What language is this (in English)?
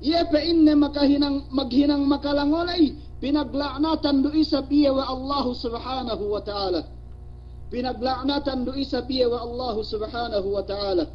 Yakan